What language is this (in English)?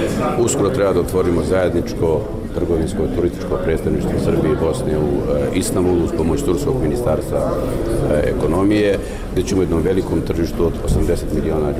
Bosnian